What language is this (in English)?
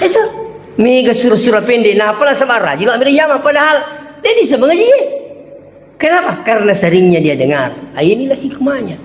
Buginese